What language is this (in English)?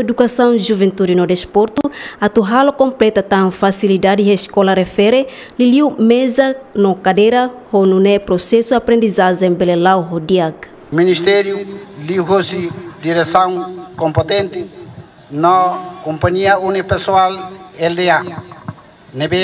Tetum